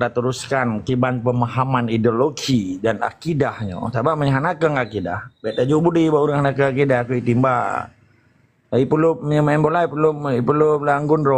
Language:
Achinese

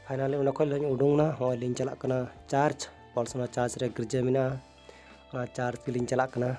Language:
Santali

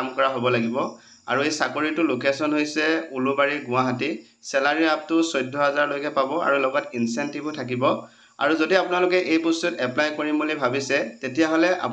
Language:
Assamese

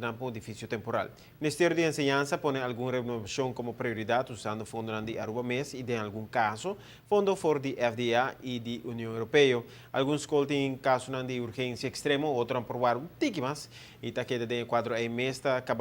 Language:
Papiamento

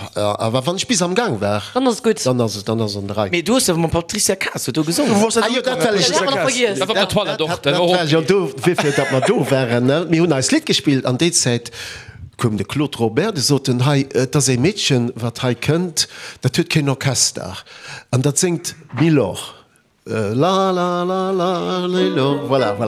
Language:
Luxembourgish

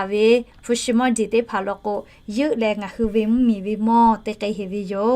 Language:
Lahu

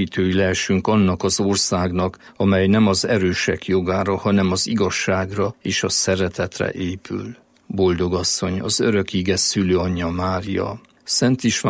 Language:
Hungarian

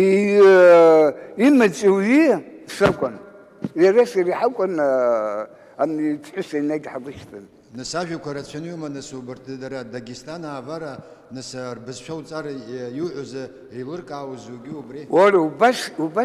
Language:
Abkhazian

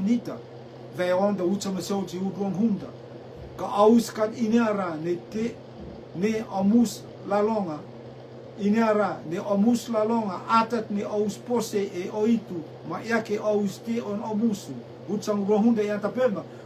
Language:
Rotuman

